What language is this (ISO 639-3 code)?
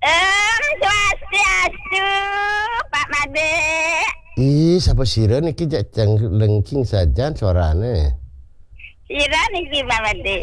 ban